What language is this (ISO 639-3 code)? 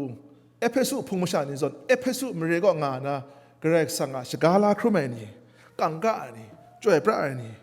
kac